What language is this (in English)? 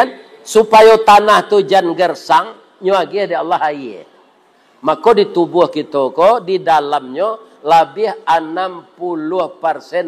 Minangkabau